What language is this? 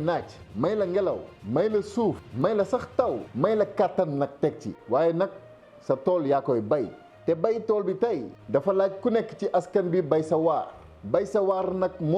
Wolof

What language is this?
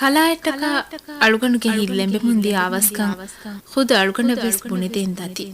Divehi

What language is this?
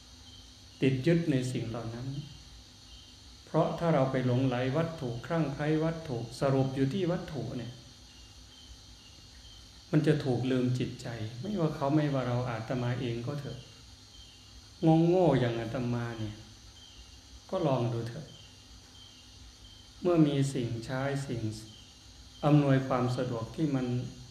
Thai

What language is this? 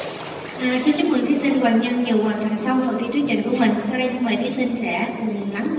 Vietnamese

